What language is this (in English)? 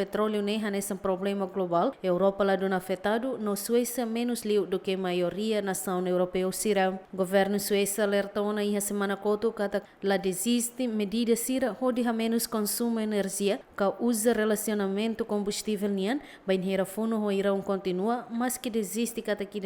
Tetum